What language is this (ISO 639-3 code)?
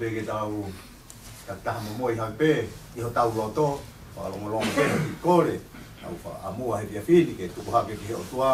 ton